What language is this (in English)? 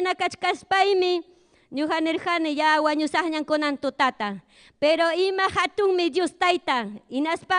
Ayacucho Quechua